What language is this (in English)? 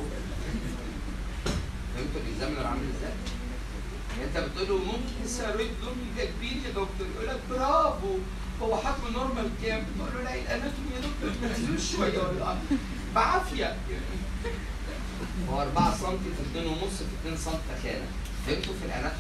Egyptian Arabic